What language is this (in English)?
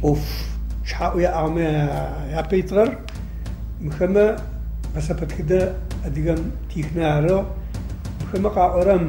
Adyghe